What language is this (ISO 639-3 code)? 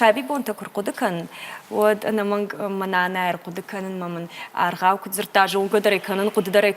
oss